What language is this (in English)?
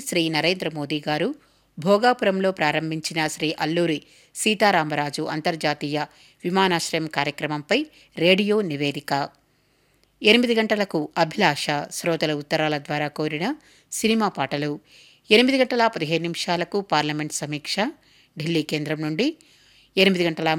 Telugu